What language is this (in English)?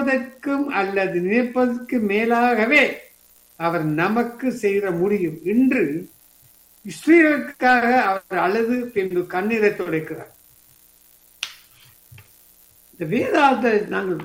Tamil